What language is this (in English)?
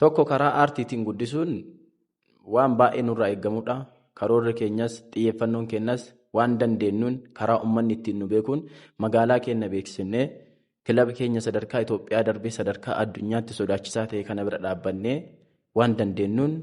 Oromo